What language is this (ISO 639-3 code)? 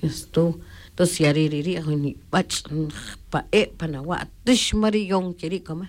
tzj